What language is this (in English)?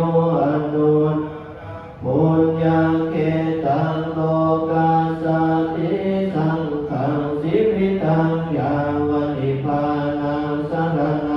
Pali